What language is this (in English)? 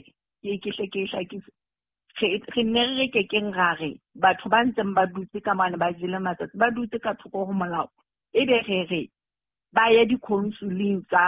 Southern Sotho